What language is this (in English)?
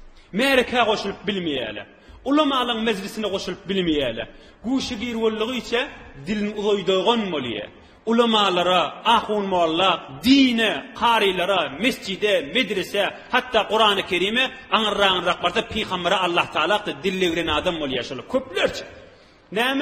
Turkmen